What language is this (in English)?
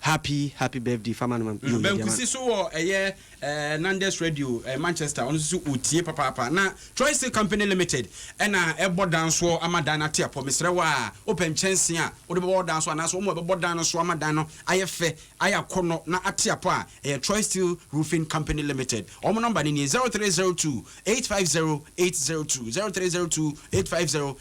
Akan